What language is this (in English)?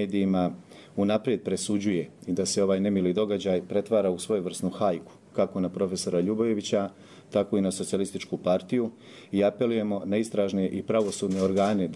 Croatian